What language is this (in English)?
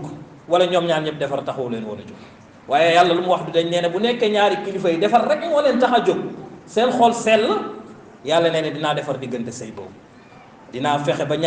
Wolof